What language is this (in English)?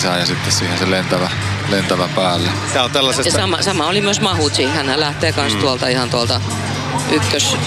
Finnish